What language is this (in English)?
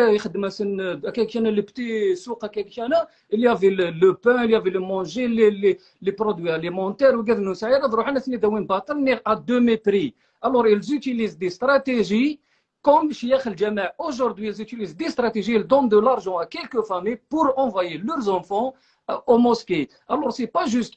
Kabyle